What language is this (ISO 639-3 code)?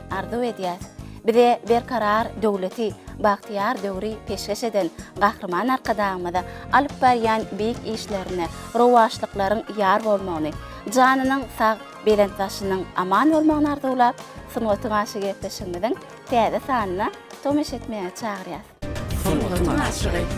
tuk